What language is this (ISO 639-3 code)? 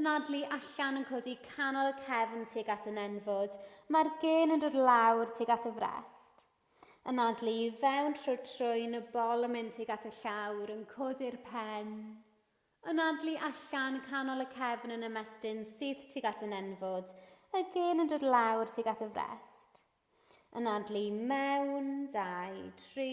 cym